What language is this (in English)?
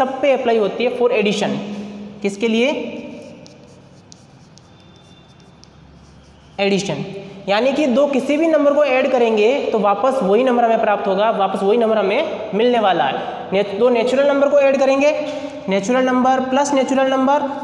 Hindi